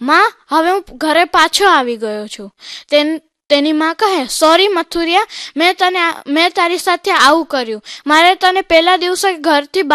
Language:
Gujarati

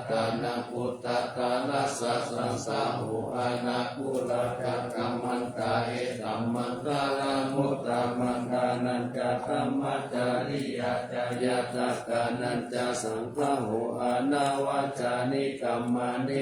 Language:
Pali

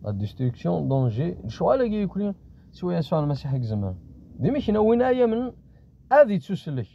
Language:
Kabyle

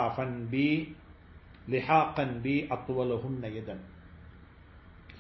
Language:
Tamil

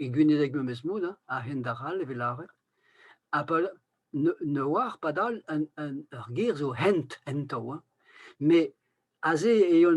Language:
Breton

